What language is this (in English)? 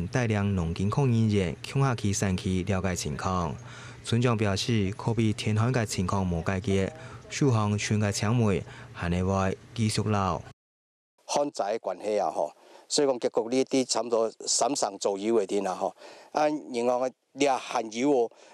Hakka Chinese